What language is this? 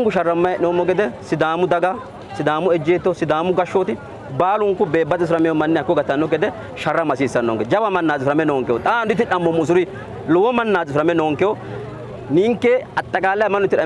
Sidamo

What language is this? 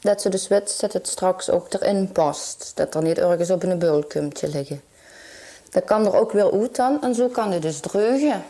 Limburgish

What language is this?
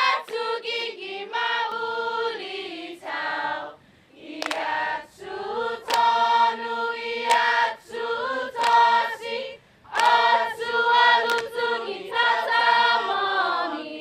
Chamorro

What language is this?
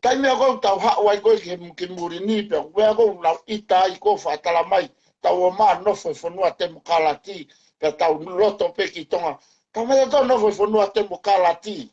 Tongan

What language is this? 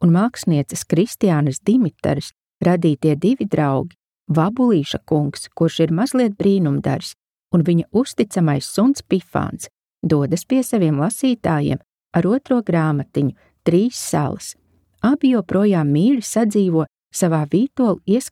Latvian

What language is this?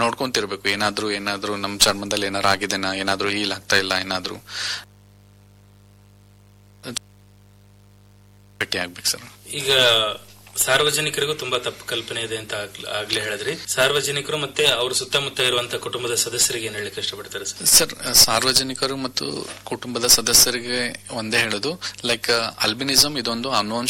Kannada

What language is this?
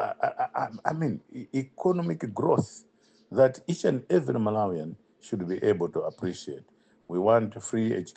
English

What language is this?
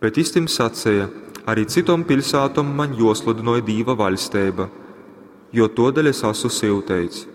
Latgalian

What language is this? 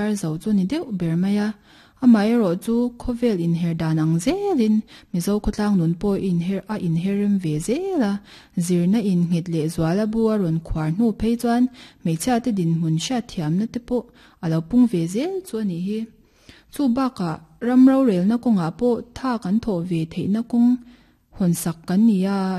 Mizo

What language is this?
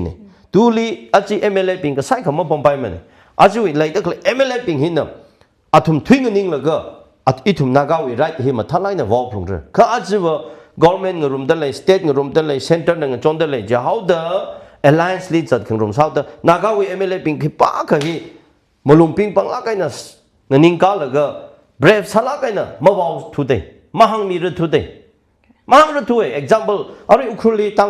Tangkhul Naga (India)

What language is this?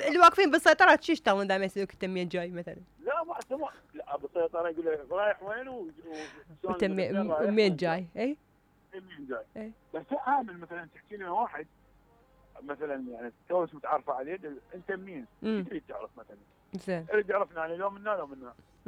Mesopotamian Arabic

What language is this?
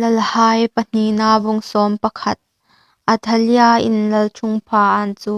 Hmar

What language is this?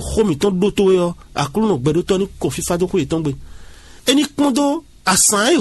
Fon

